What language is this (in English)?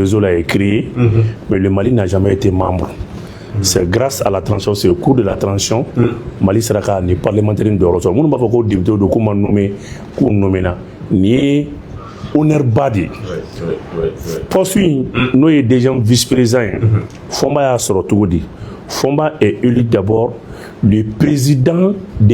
Bambara